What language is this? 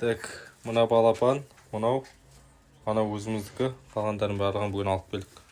Kazakh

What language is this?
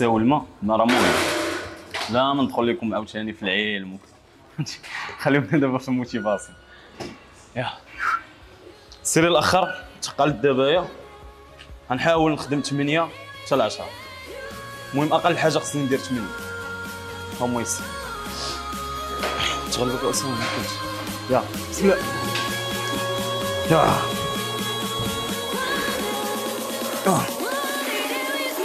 Moroccan Arabic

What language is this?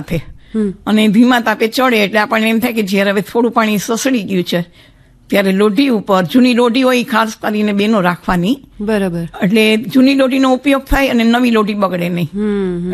Gujarati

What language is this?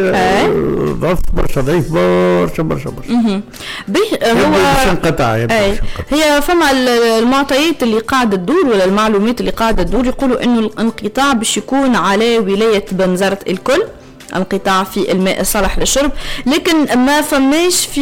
Tunisian Arabic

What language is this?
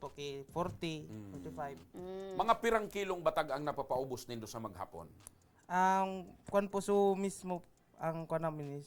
Bikol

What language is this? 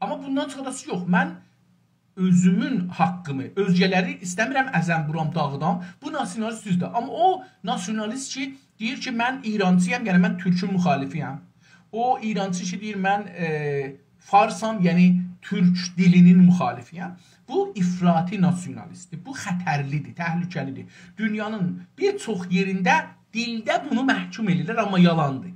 South Azerbaijani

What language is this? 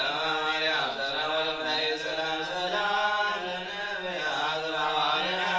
Geez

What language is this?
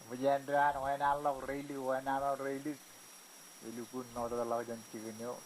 Marshallese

